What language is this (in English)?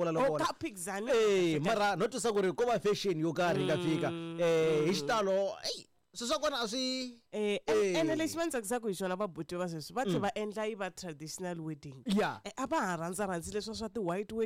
Tsonga